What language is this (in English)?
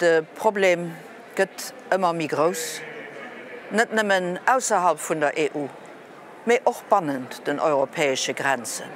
Luxembourgish